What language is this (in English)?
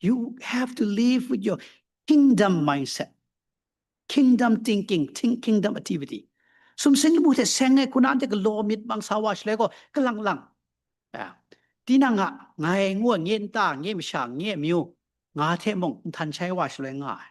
Kachin